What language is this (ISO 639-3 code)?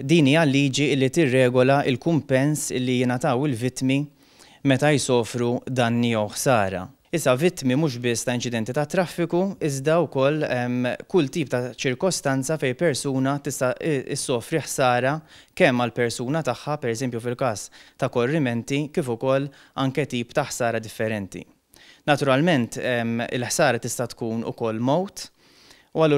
mlt